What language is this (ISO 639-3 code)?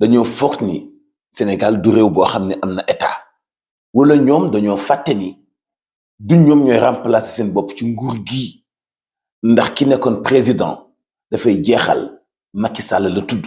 wol